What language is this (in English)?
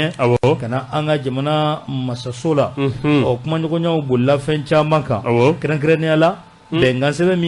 Bambara